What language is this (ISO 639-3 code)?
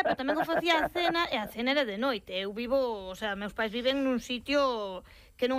glg